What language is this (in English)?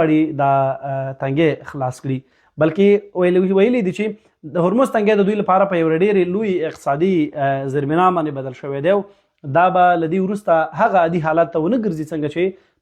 Pashto